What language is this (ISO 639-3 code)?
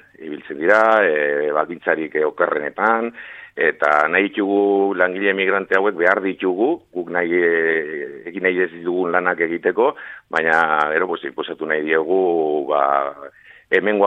eus